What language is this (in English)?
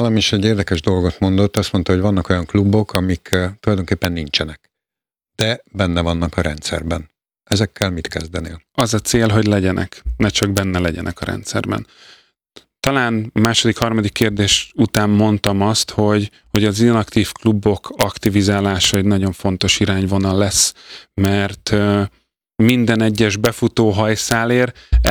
Hungarian